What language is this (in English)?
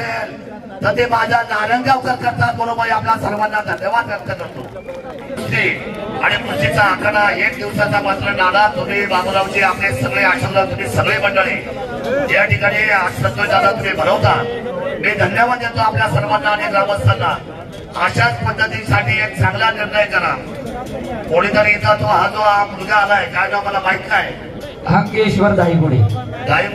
Marathi